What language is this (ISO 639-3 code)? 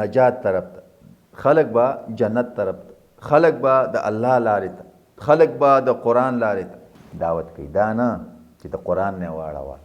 pus